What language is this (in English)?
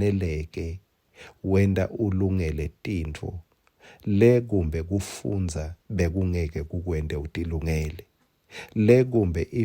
Swati